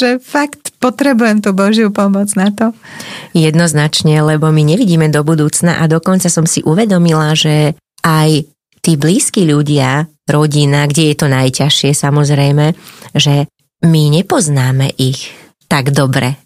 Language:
Slovak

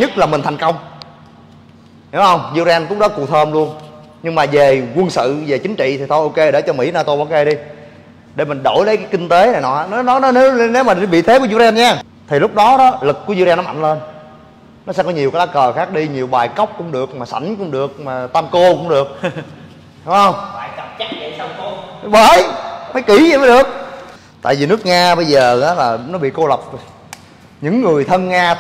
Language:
Vietnamese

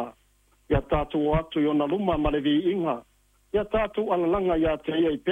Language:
Samoan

